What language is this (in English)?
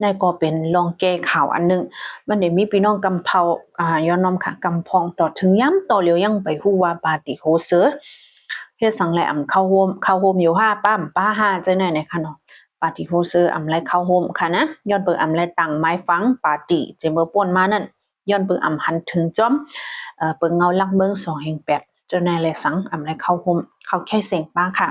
Shan